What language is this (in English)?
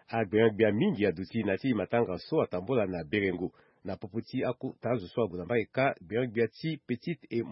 Sango